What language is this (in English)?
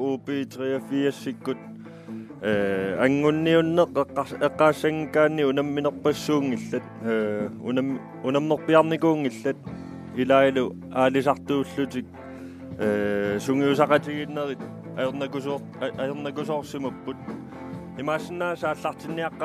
Kalaallisut